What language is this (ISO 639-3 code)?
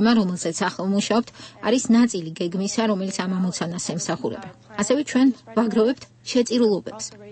kat